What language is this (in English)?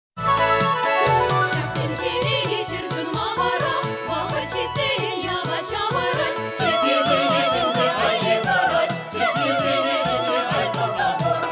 Chuvash